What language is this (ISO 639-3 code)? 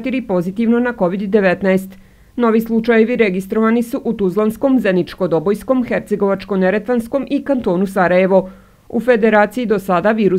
srp